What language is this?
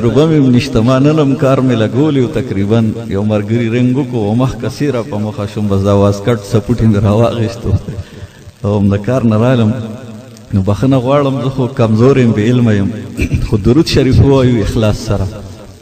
Pashto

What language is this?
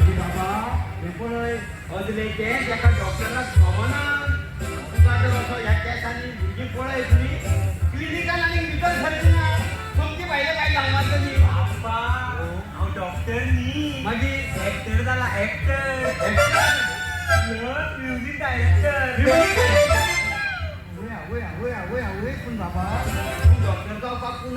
Konkani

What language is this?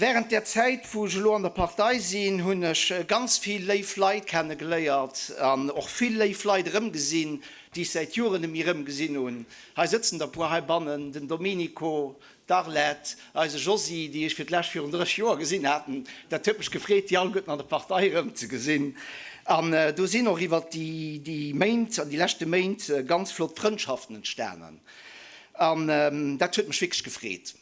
Luxembourgish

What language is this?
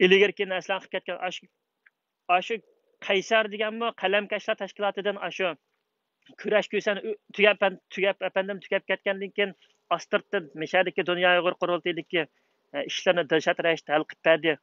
Uyghur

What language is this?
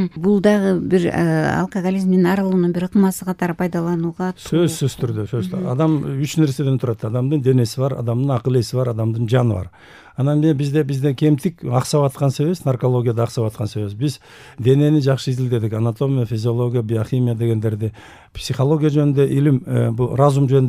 Kyrgyz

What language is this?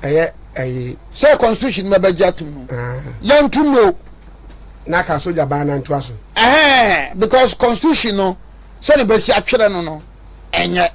Akan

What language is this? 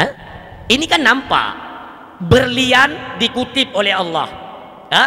Achinese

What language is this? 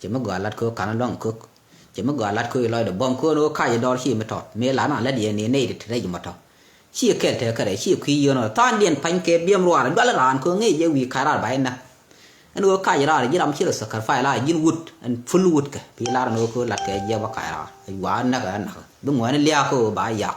Nuer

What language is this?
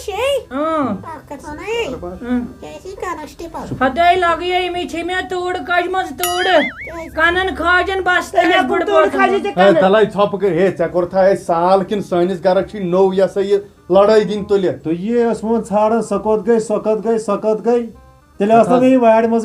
Kashmiri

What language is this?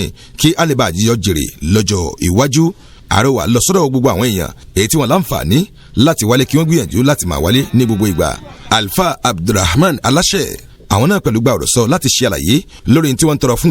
Yoruba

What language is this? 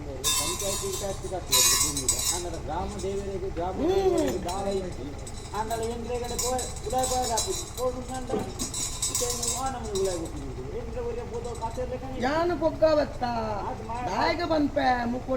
Tulu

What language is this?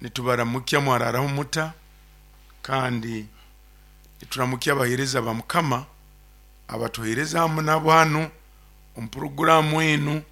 Nyoro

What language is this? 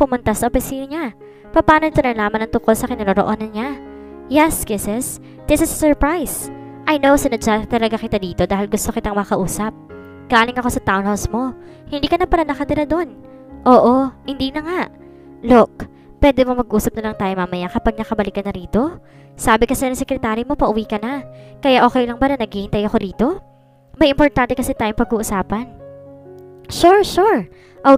Filipino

